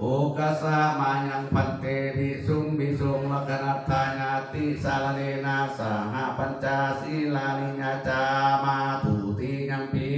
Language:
Pali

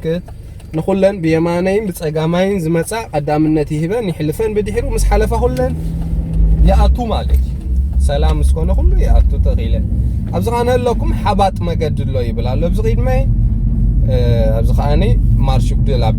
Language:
Tigrinya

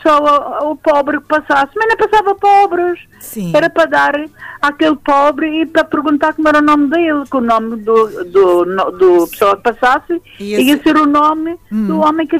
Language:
Portuguese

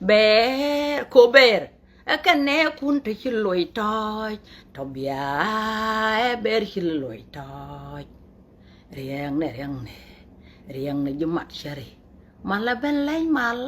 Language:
Nuer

